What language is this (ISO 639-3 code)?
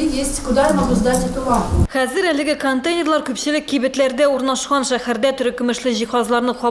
tat